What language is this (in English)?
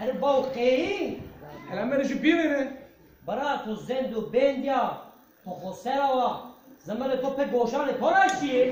Zaza